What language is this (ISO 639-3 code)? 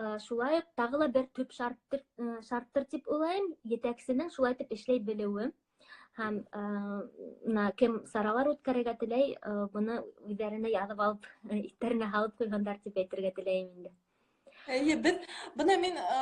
bak